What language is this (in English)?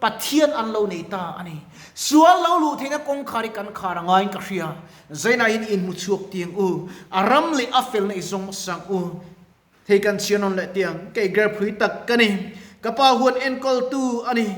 Mizo